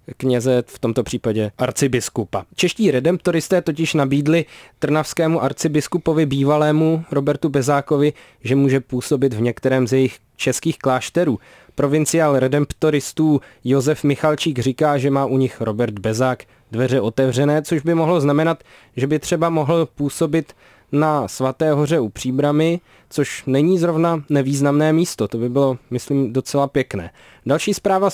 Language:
Czech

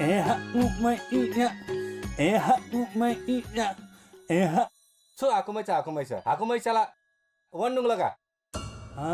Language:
Newari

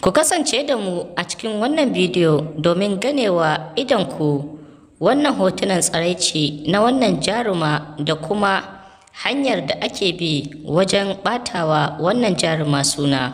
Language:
Hausa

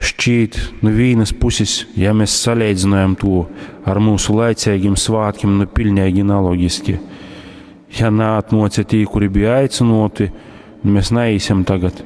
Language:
Latgalian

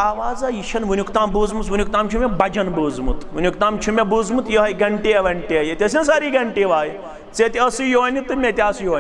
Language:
Kashmiri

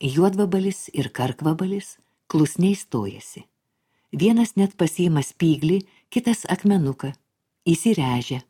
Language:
Lithuanian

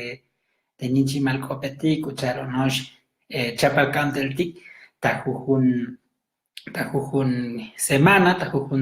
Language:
Tzotzil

